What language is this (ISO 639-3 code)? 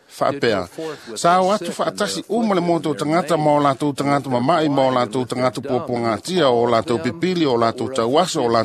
smo